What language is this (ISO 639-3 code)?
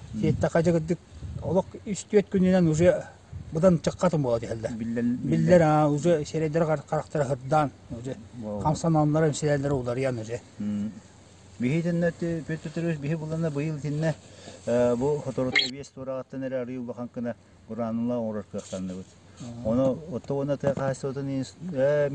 sah